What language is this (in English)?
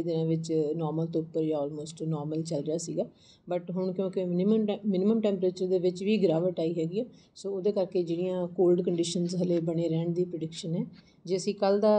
Punjabi